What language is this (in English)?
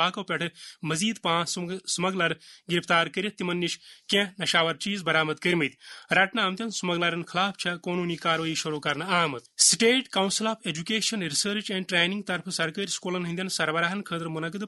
Kashmiri